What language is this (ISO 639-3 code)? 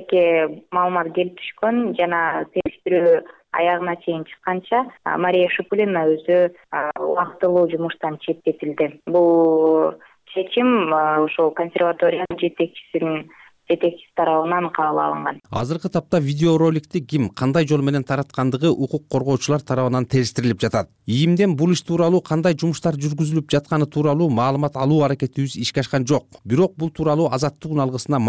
kir